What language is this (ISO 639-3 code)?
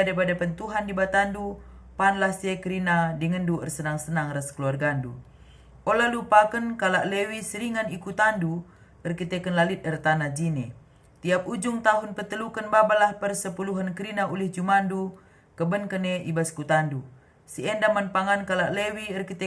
btx